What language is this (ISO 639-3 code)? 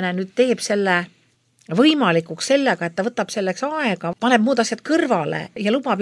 est